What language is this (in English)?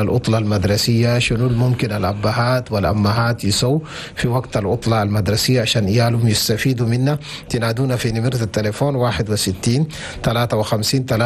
Chadian Arabic